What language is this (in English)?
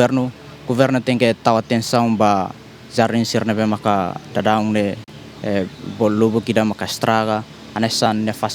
Tetum